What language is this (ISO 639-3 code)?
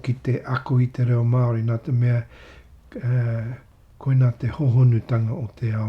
mri